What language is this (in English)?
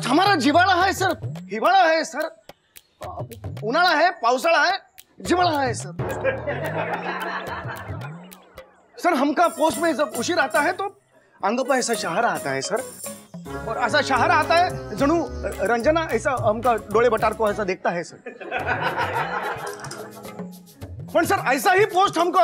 Marathi